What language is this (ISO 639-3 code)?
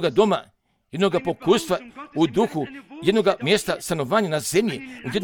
hrv